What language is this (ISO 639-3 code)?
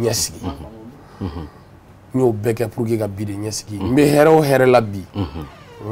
bam